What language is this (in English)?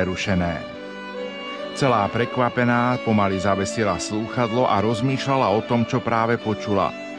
Slovak